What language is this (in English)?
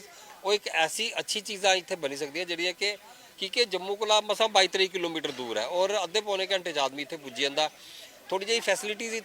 Dogri